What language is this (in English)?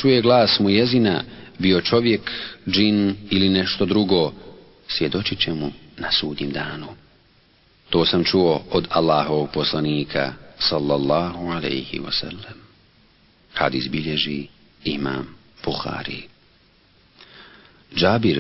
Bosnian